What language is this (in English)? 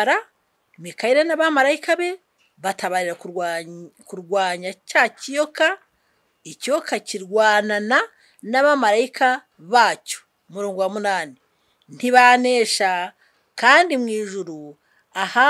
Kinyarwanda